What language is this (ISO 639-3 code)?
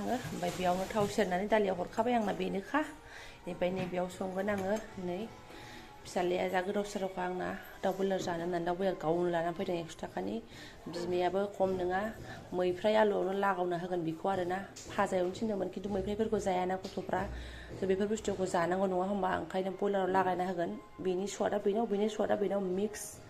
brx